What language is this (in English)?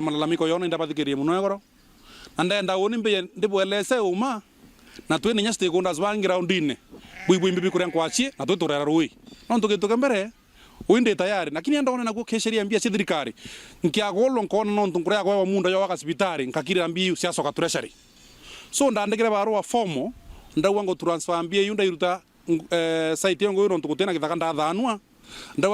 Meru